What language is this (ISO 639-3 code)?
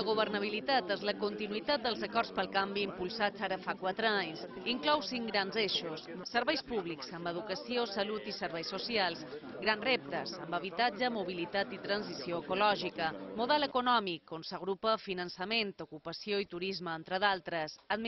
cat